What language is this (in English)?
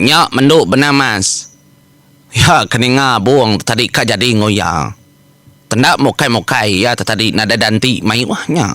Iban